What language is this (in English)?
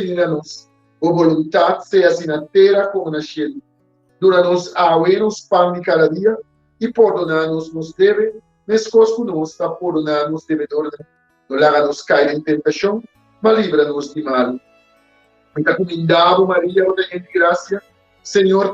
Papiamento